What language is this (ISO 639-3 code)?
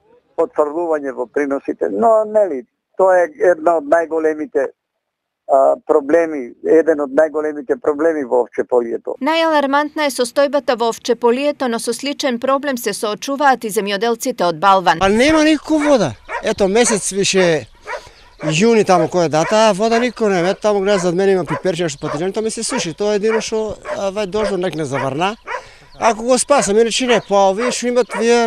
mkd